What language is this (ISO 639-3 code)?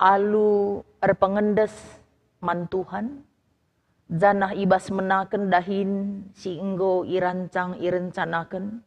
btx